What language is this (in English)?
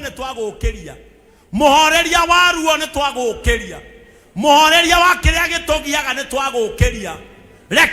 Kikuyu